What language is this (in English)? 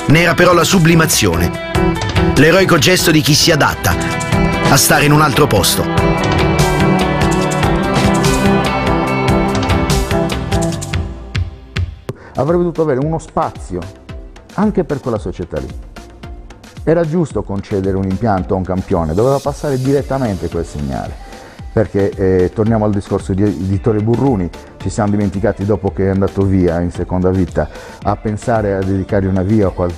Italian